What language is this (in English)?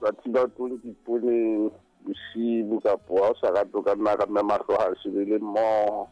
Southern Sotho